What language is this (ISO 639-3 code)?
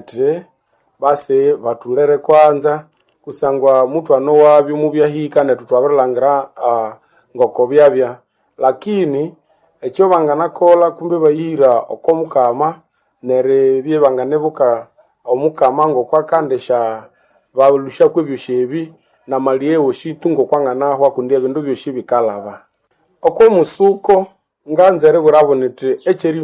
nnb